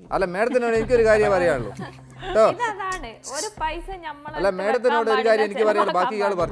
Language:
Malayalam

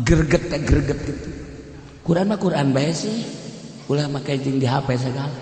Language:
Sundanese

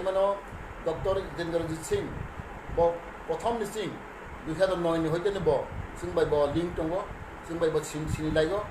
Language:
Riang (India)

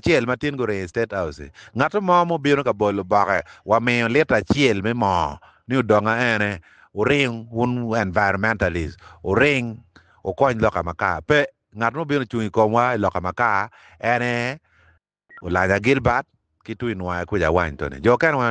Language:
Acoli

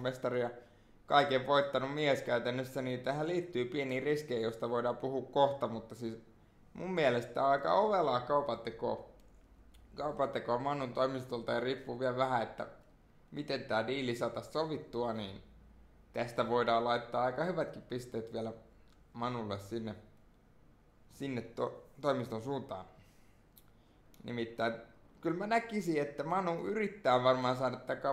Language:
Finnish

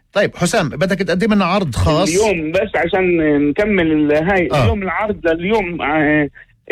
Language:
North Levantine Arabic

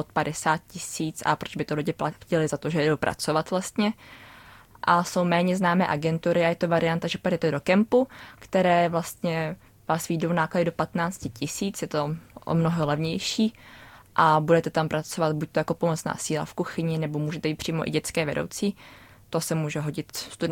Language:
Czech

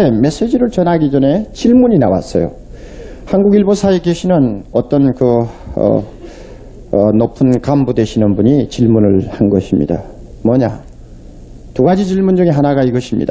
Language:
Korean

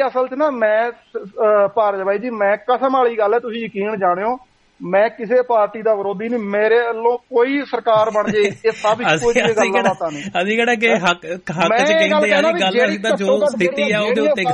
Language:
Punjabi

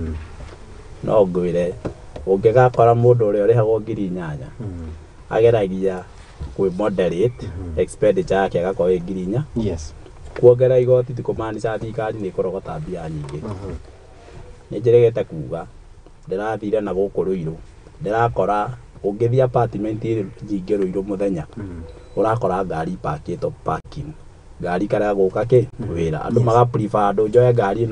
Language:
Kikuyu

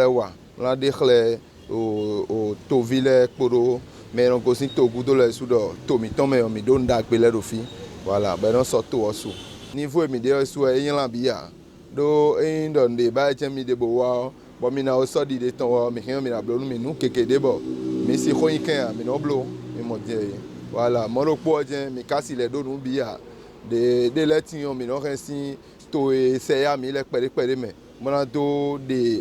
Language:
Fon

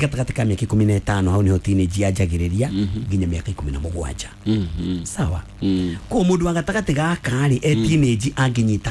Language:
Kikuyu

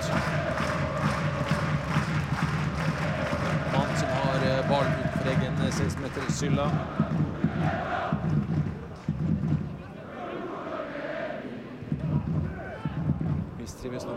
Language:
Norwegian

